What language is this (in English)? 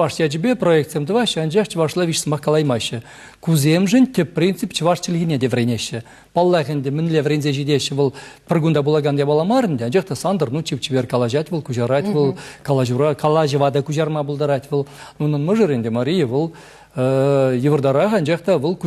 Chuvash